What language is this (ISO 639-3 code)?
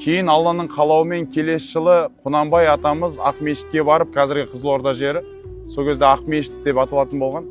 kaz